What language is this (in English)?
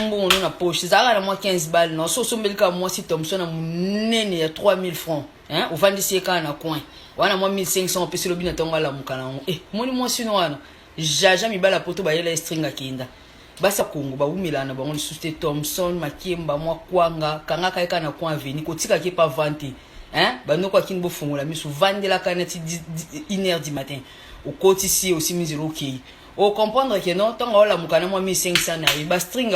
Lingala